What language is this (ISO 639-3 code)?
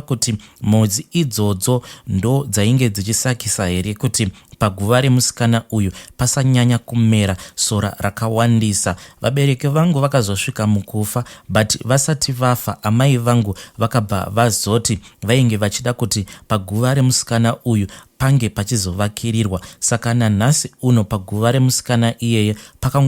sna